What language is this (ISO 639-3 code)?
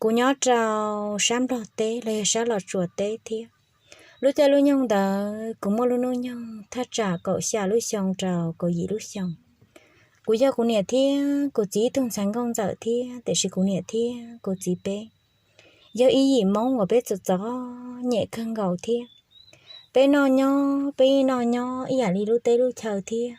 hmn